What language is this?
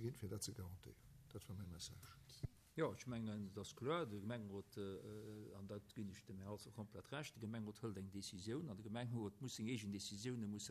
Luxembourgish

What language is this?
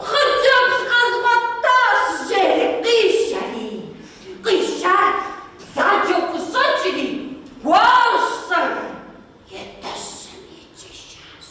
Kabardian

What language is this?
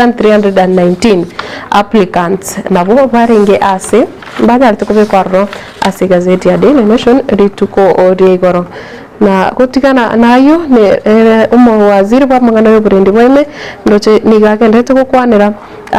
Gusii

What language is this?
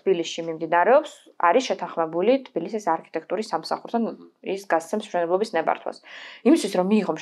Georgian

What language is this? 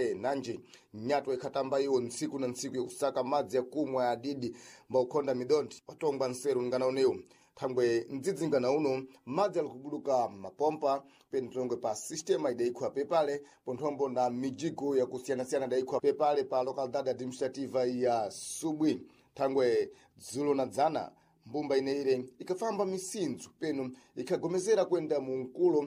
Sena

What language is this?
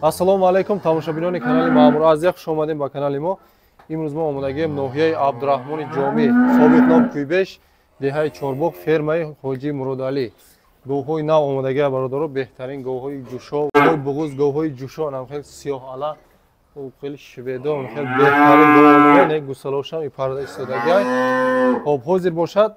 Tajik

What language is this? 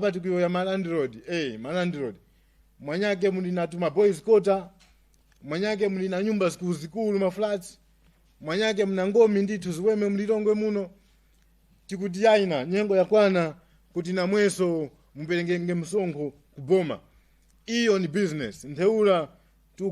Nyanja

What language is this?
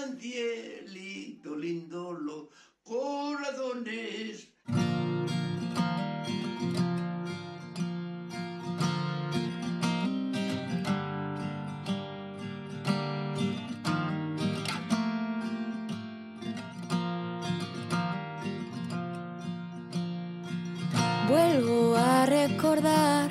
Basque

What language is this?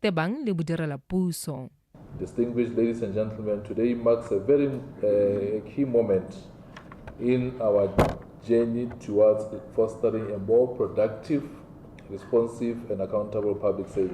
Tswana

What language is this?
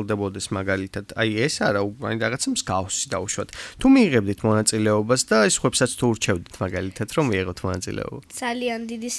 Georgian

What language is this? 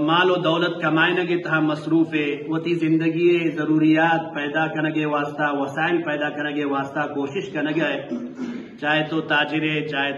Eastern Balochi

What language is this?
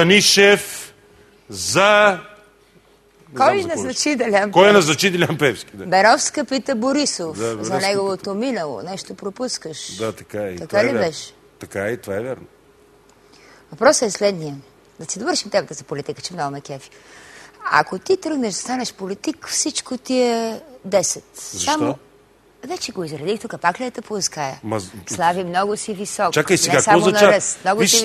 Bulgarian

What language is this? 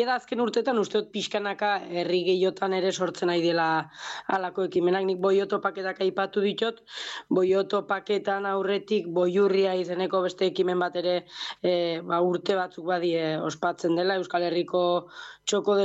Basque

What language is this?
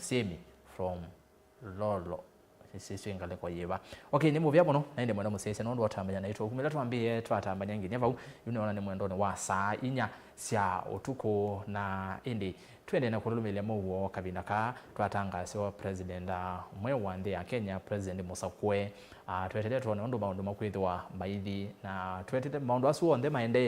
Kamba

